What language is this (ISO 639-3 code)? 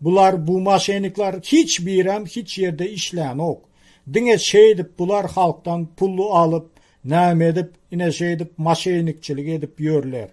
tuk